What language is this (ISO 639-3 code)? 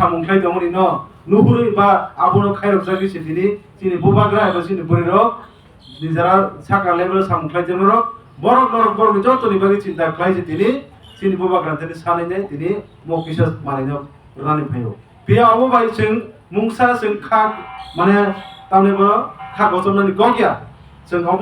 trp